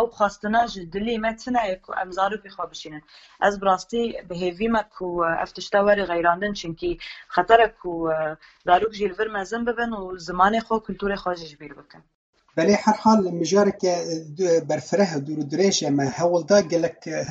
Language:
Kurdish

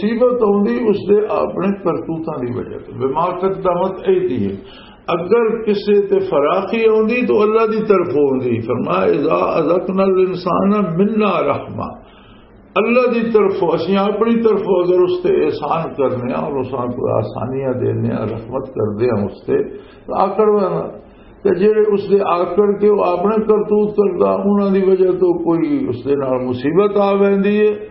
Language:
Western Panjabi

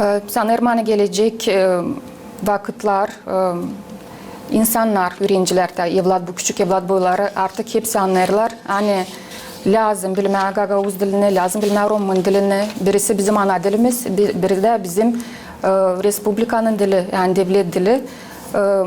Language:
Gagauz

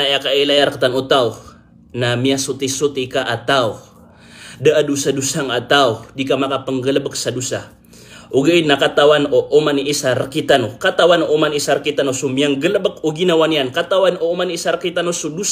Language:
Maranao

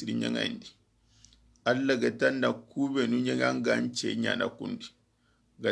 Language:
Soninke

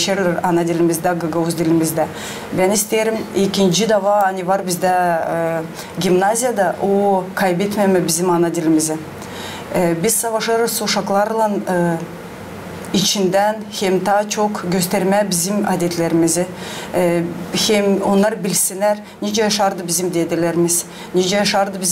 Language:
Gagauz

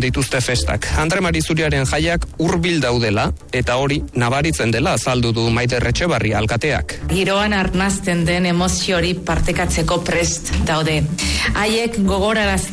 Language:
Basque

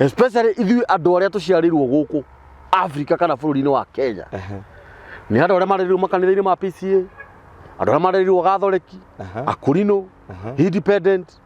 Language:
Kikuyu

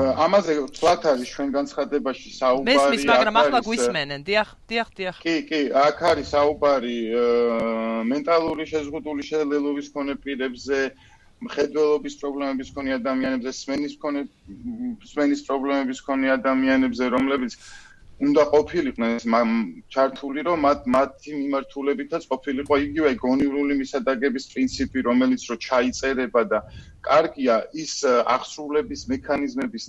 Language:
Georgian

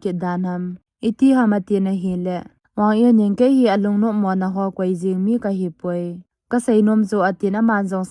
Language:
Thado Chin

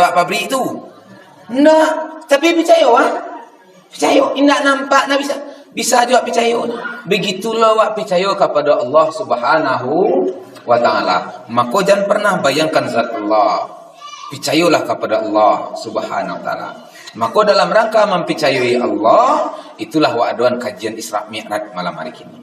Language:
Minangkabau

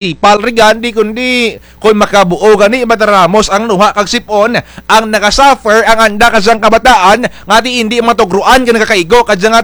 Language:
Kinaray-a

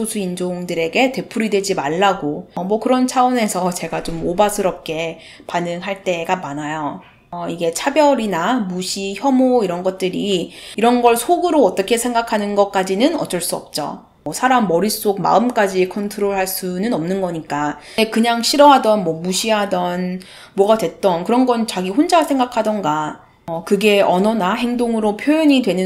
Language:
Korean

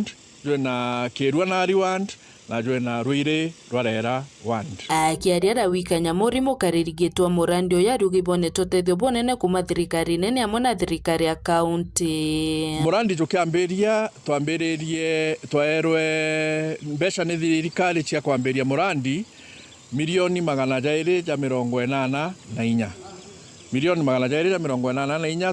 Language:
Meru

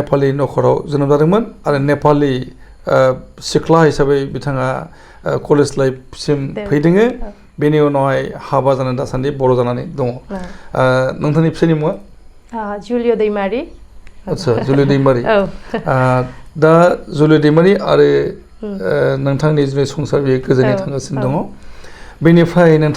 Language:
Bodo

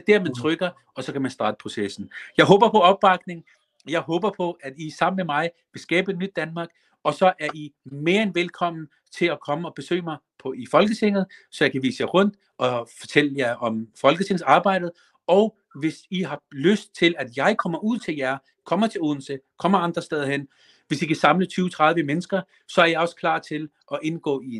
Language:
Danish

